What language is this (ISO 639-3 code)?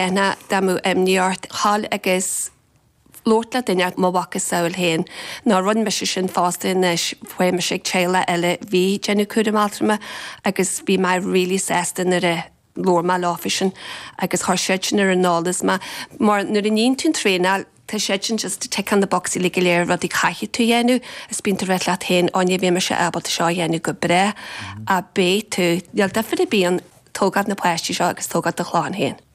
gle